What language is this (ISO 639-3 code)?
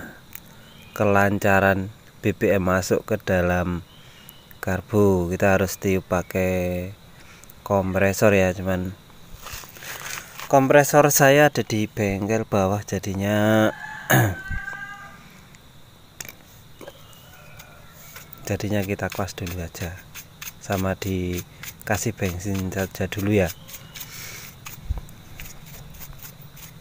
ind